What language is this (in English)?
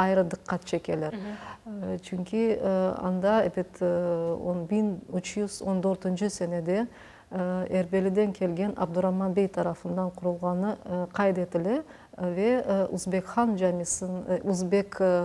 Crimean Tatar